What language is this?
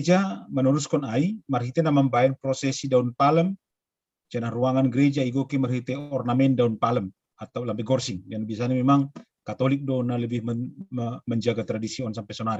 Batak Simalungun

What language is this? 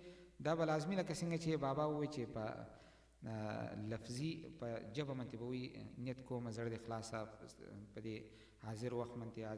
Pashto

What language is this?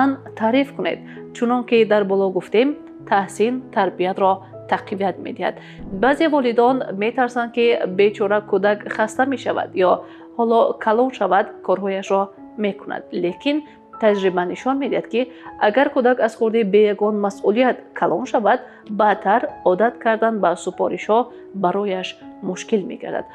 Tajik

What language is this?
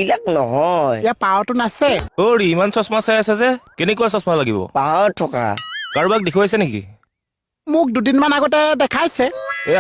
Assamese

